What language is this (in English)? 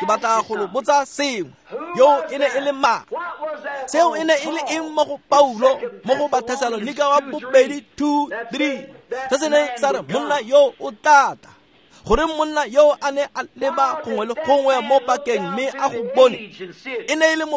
Tswana